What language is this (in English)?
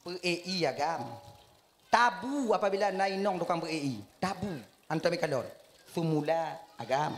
Achinese